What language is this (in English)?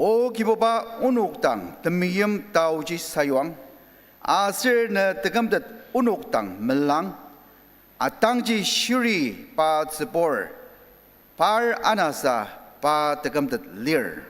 Ao Naga